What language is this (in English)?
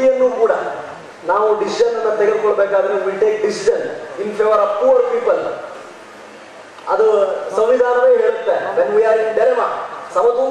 Kannada